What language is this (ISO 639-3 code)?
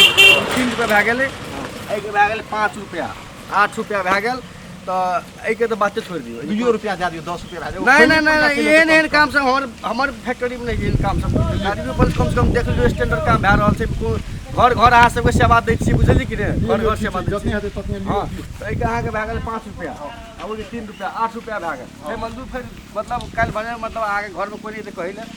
mai